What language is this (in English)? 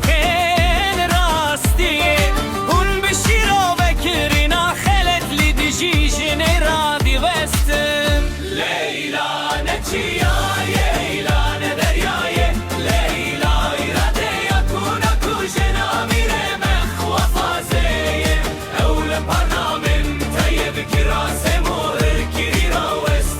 Kurdish